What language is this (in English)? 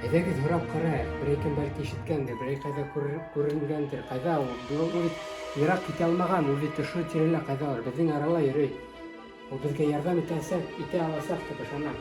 Bashkir